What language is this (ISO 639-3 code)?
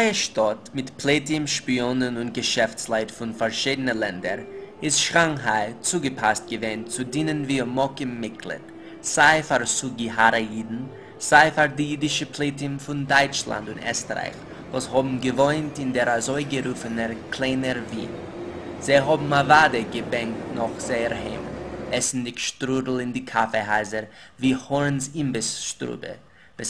yid